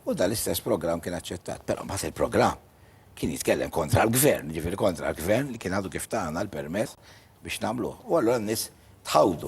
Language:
Maltese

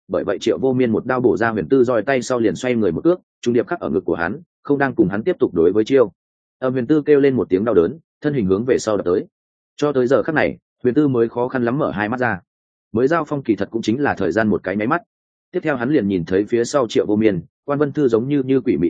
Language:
Vietnamese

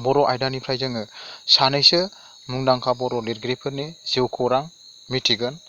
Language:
Bodo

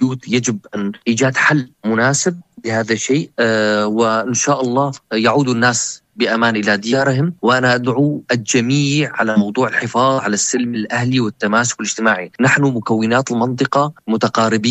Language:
North Levantine Arabic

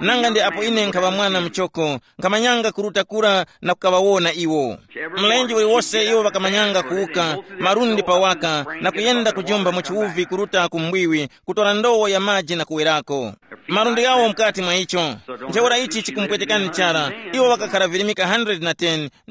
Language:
Tumbuka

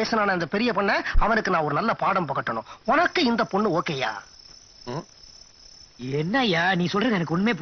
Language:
Tamil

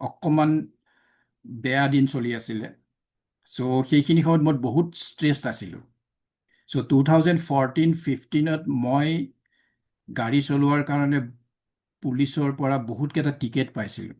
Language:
Assamese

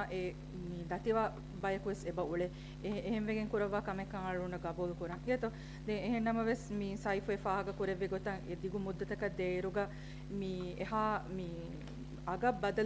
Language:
Divehi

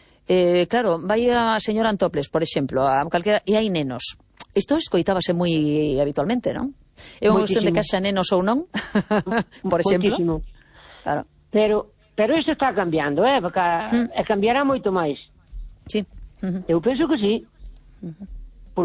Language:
Galician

